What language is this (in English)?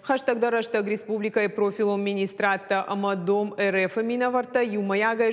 Ossetic